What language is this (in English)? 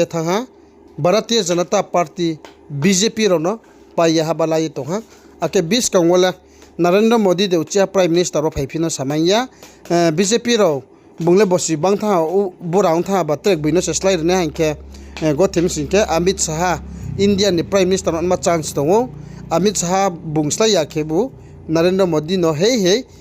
Riang (India)